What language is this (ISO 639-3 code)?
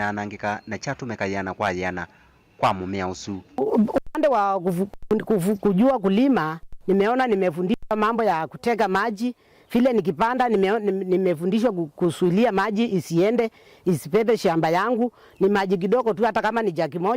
kam